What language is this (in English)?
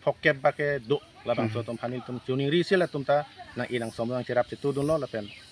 Karbi